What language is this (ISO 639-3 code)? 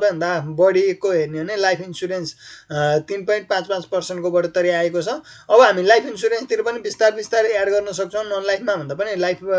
nep